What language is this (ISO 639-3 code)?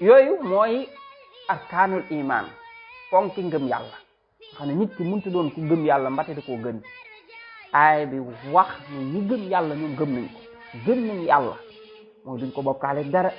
wol